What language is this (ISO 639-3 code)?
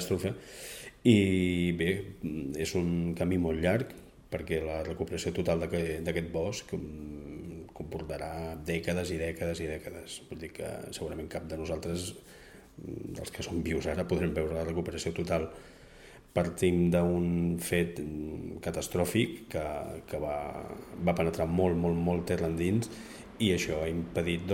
cat